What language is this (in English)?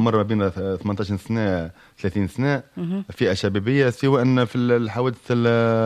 Tunisian Arabic